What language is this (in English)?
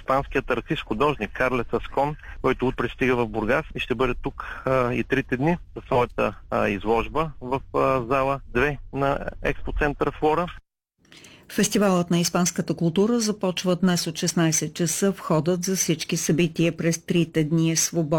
Bulgarian